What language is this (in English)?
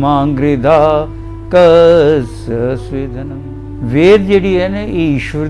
Dogri